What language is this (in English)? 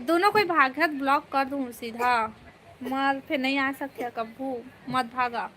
Chhattisgarhi